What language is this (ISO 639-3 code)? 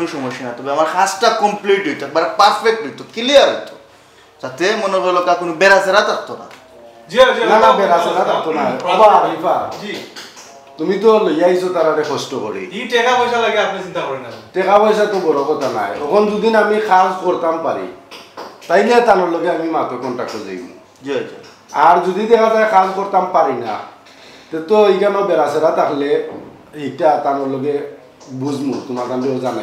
syl